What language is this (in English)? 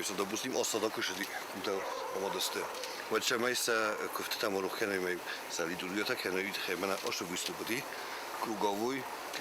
Ossetic